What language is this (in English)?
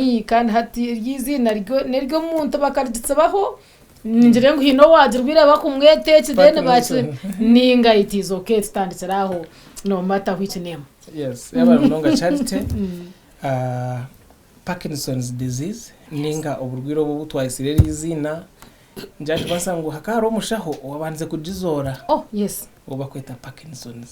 Nyankole